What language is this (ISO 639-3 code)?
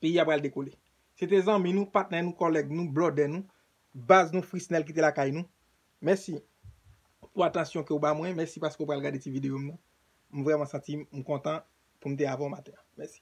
hat